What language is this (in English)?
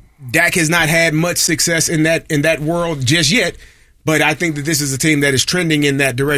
English